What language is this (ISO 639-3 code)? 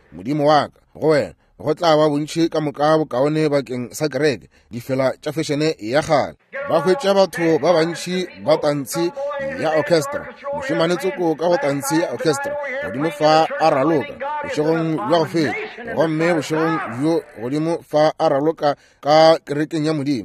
nso